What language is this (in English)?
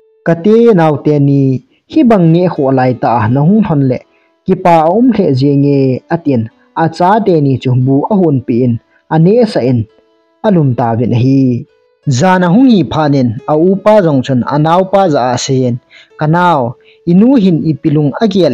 Thado Chin